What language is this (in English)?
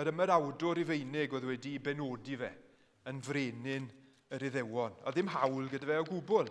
Welsh